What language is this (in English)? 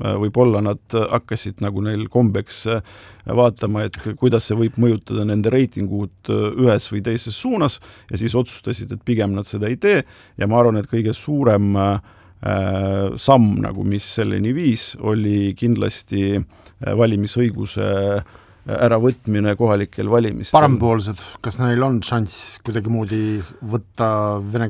Estonian